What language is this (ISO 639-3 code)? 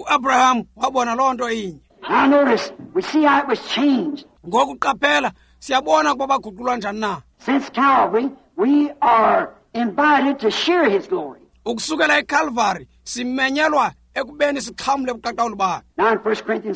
xho